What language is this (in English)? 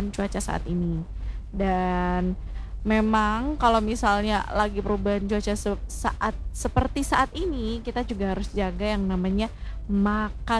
Indonesian